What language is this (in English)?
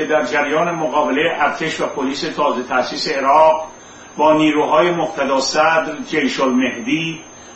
Persian